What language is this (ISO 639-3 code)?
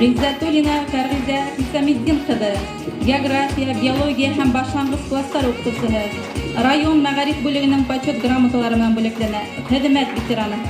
bak